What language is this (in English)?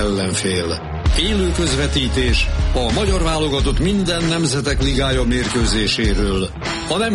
Hungarian